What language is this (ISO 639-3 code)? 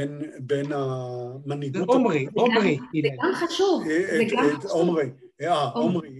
heb